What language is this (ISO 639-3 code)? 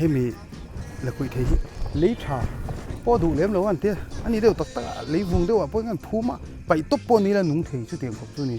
lus